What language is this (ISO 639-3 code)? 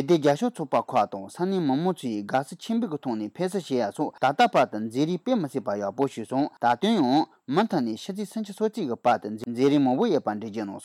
bod